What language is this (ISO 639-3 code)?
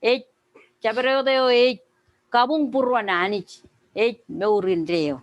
mah